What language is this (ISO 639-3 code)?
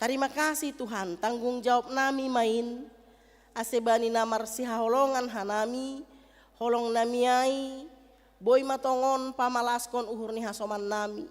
bts